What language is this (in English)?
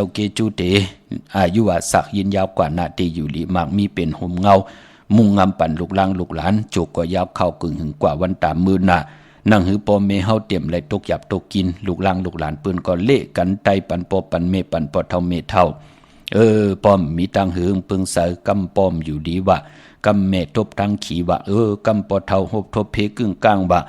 Shan